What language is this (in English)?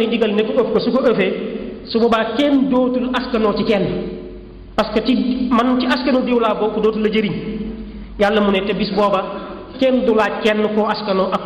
Wolof